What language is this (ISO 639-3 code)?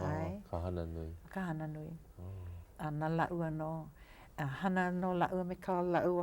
haw